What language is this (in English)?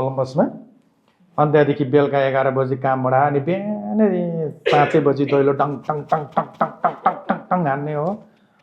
Nepali